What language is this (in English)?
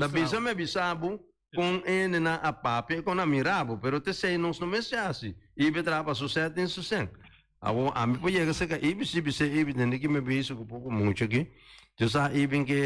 Papiamento